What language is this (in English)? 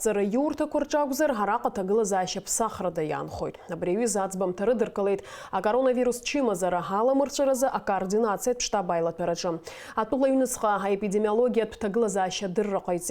Abkhazian